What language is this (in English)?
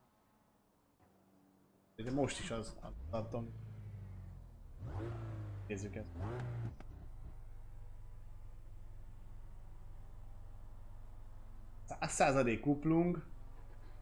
Hungarian